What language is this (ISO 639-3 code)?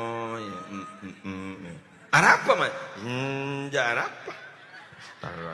mad